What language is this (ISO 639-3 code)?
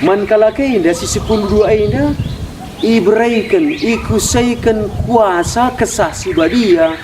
btx